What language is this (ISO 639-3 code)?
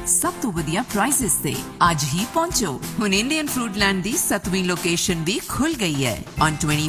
pan